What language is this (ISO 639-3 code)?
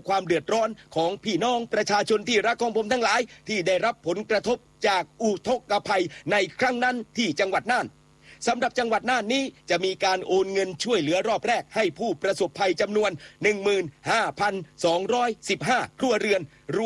tha